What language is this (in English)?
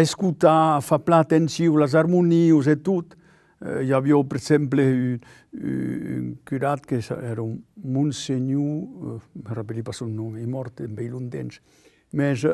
Occitan